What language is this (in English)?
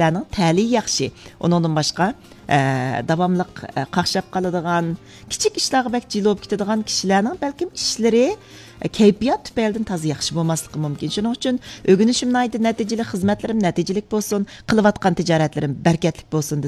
Uyghur